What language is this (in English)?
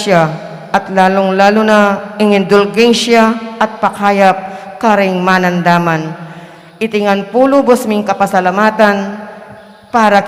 Pampanga